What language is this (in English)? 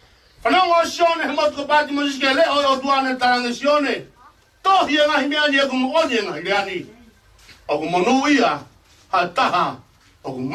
Tongan